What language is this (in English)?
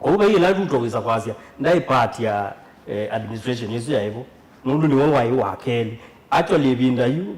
Kamba